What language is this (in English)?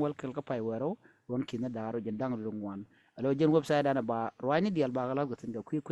Nuer